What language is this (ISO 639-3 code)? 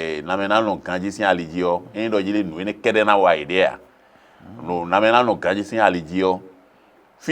fon